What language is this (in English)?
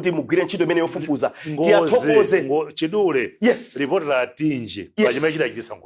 Nyanja